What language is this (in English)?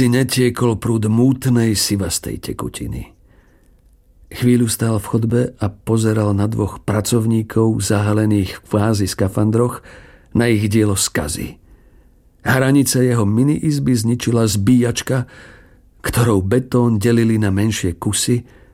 Slovak